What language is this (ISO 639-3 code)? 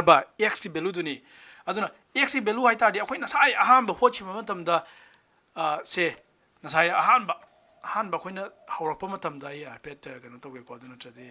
mni